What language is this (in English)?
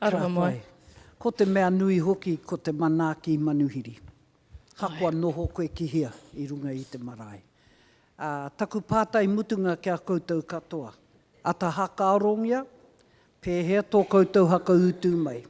Māori